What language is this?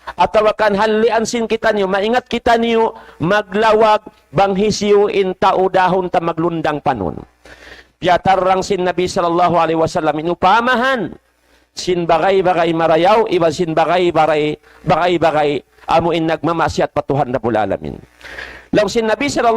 Tausug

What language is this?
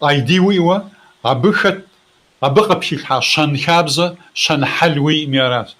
Kabardian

